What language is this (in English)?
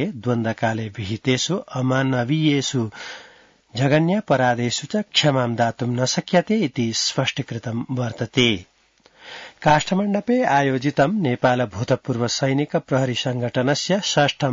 Sanskrit